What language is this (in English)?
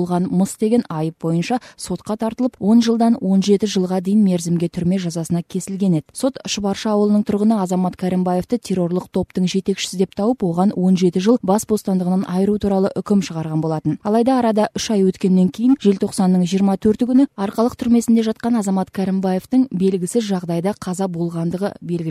Kazakh